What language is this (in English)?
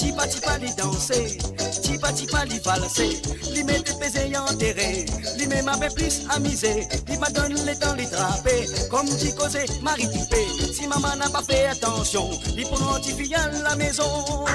Morisyen